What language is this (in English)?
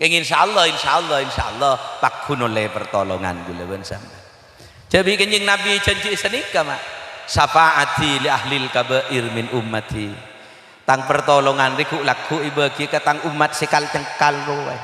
Madurese